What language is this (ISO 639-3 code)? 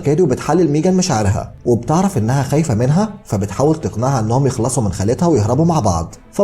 arz